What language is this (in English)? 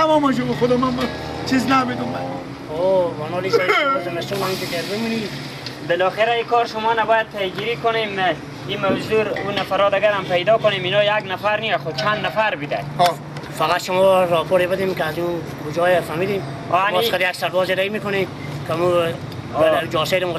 Persian